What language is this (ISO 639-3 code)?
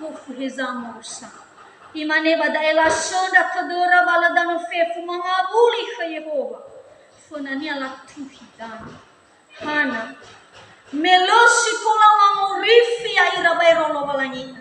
nia